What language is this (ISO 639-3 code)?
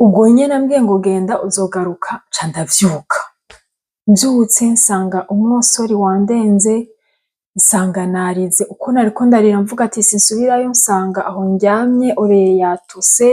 run